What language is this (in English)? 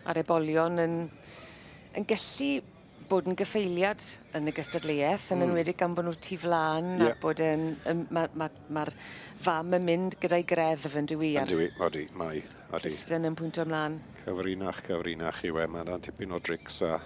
Welsh